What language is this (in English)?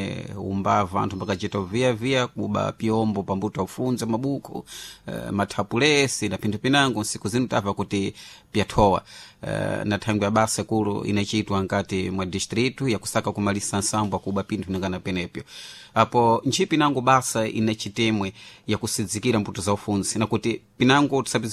Sena